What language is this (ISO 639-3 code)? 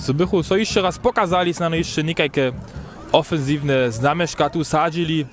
hsb